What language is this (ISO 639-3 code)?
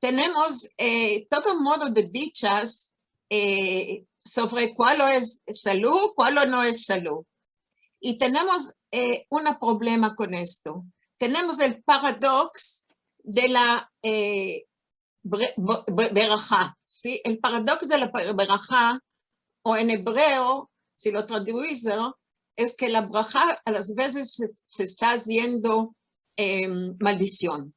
lad